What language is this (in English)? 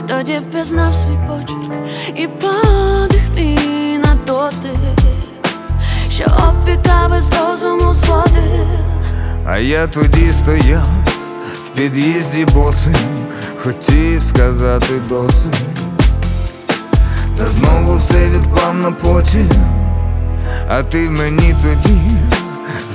Ukrainian